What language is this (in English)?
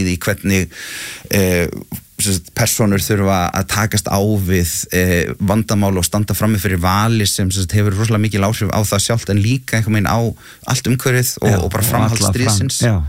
Icelandic